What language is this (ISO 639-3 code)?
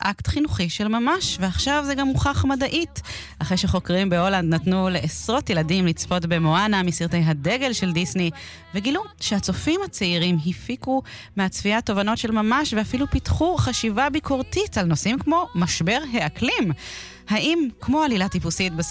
heb